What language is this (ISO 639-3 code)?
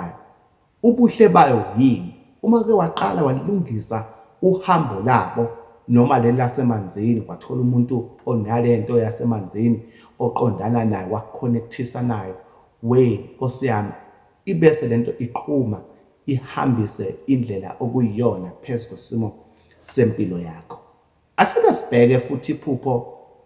zul